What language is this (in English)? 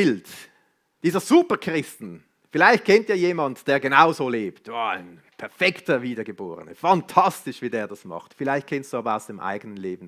Swiss German